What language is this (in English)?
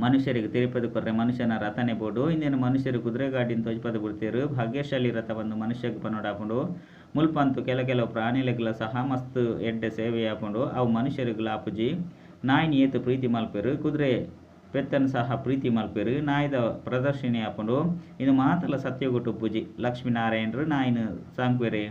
Tulu